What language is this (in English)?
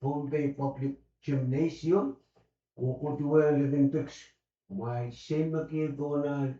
Pohnpeian